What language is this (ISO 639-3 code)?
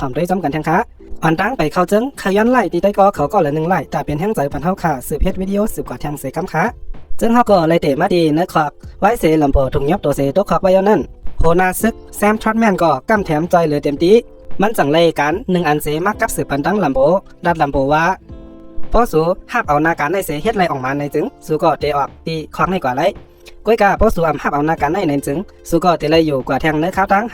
shn